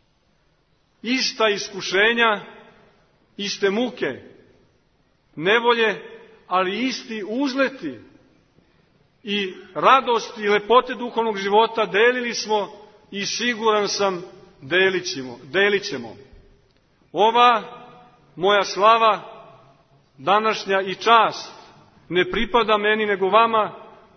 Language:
Serbian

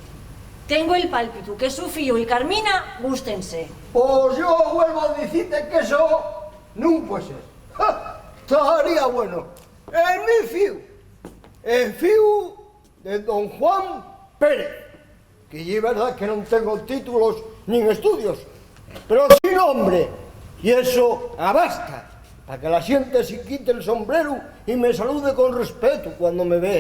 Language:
Asturian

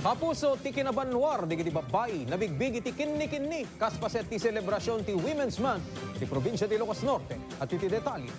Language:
Iloko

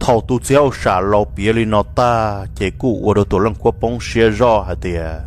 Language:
Hmong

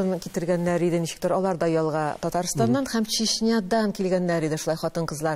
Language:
Tatar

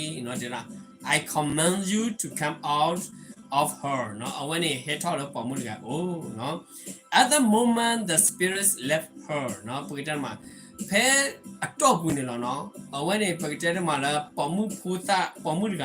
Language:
S'gaw Karen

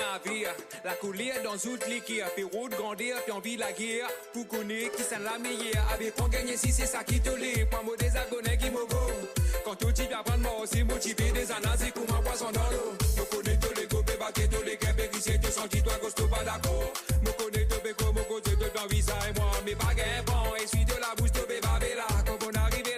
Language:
Morisyen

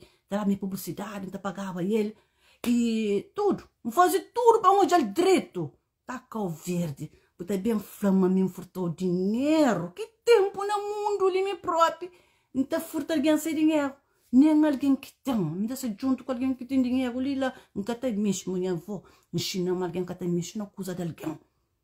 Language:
Kabuverdianu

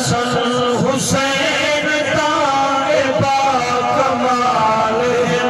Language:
Saraiki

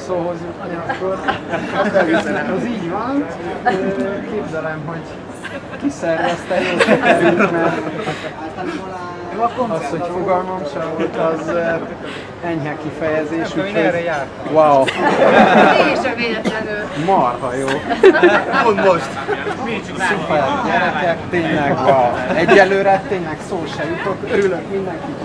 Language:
Hungarian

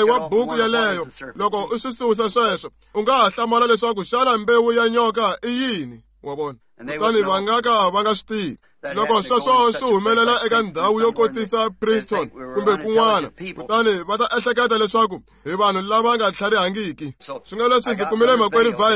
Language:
Tsonga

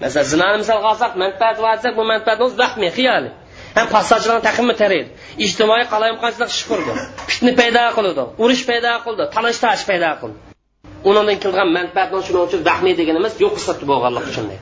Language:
Uyghur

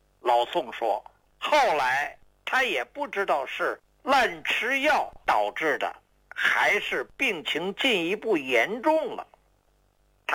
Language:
Chinese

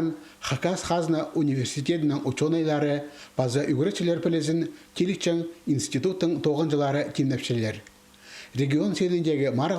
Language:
Khakas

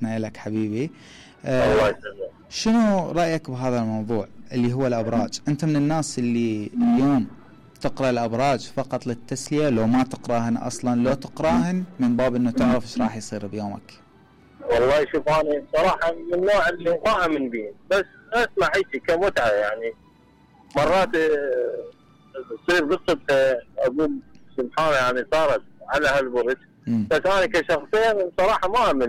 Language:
Mesopotamian Arabic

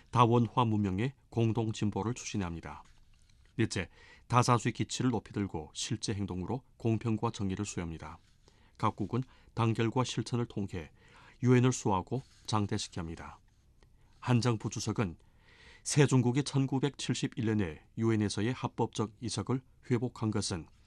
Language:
Korean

